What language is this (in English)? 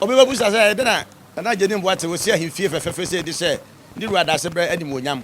Akan